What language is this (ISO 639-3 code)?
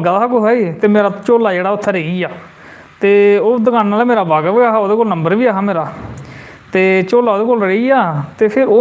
doi